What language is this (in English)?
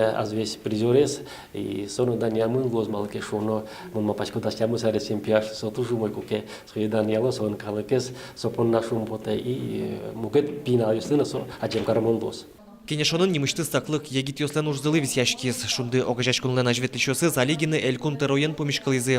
Udmurt